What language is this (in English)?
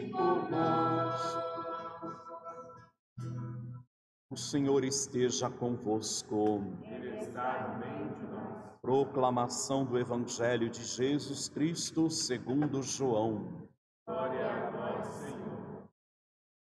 Portuguese